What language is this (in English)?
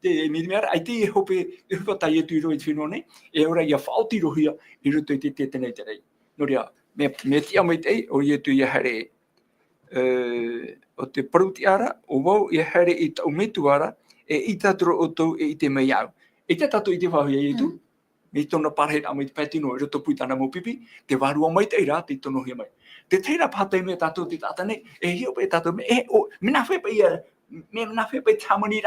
Tahitian